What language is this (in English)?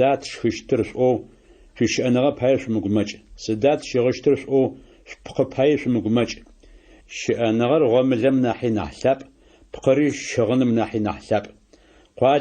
Adyghe